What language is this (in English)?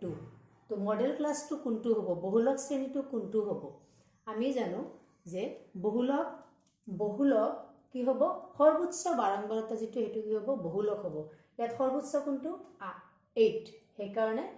Assamese